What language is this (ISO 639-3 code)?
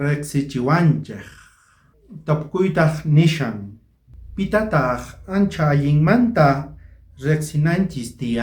quh